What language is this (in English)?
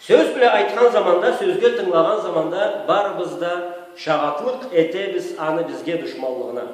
Karachay-Balkar